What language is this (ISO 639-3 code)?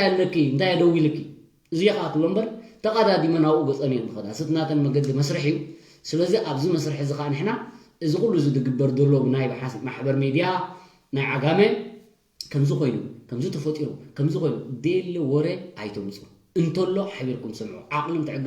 tir